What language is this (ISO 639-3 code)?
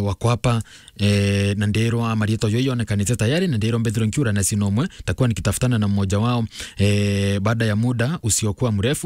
mer